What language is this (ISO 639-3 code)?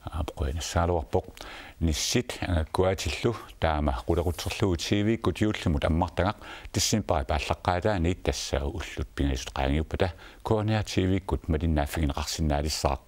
kal